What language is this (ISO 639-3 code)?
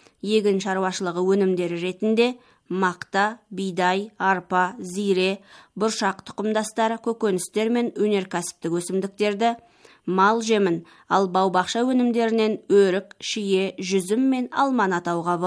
kaz